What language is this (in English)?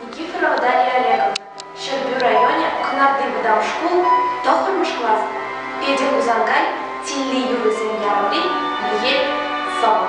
Chuvash